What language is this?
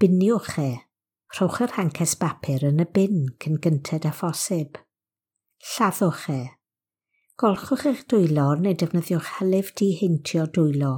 Welsh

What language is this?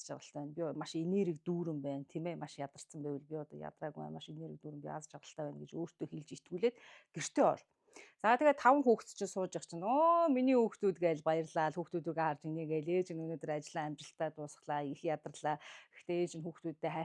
Mongolian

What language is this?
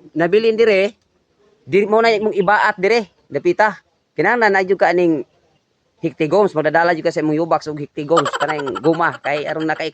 Cebuano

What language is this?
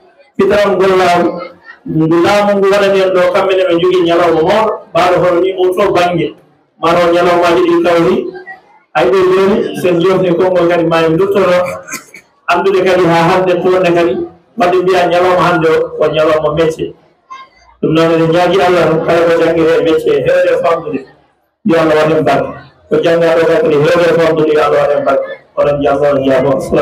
Fula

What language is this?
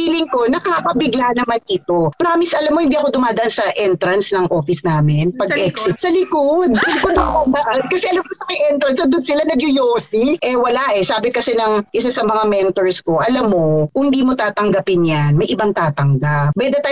Filipino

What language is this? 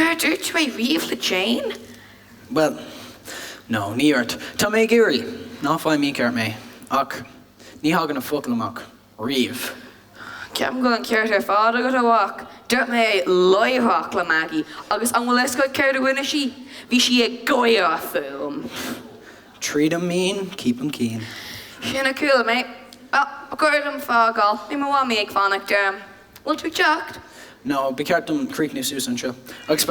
Irish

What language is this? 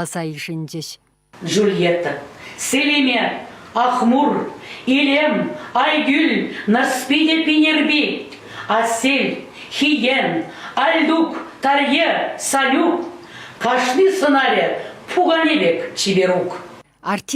Chuvash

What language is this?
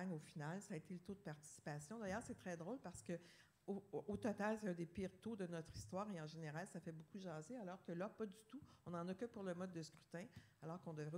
French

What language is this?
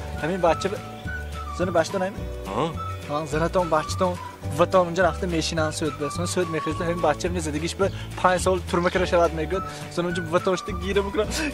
Tajik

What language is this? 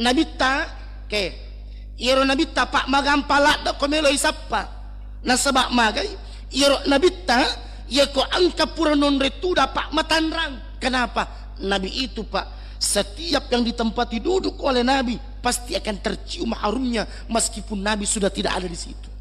Buginese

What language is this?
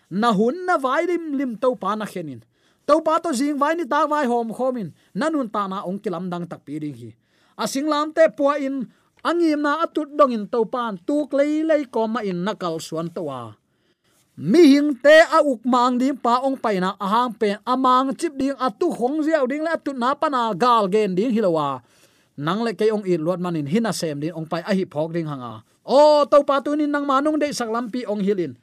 Tedim Chin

